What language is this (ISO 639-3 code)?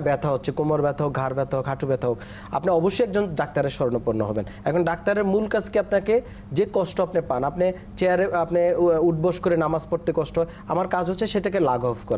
ben